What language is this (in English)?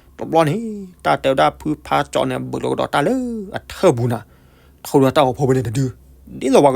S'gaw Karen